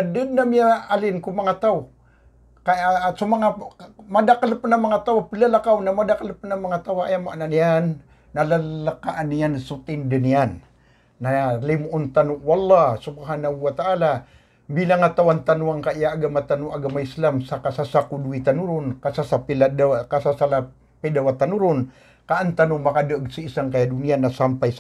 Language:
Maranao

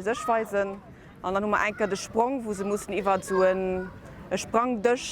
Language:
Luxembourgish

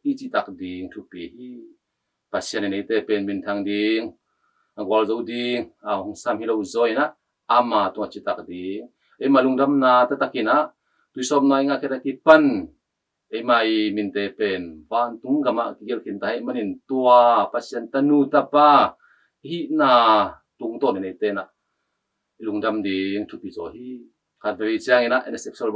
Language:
Tedim Chin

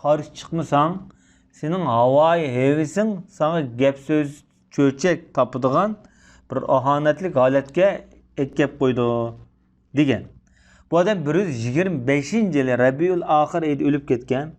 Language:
Uyghur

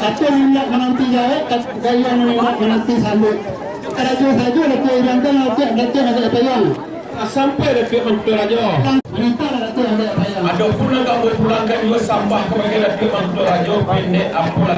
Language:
Minangkabau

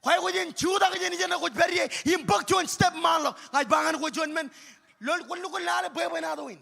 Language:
Marshallese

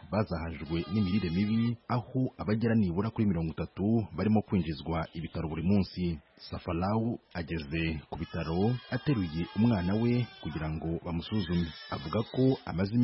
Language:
Kinyarwanda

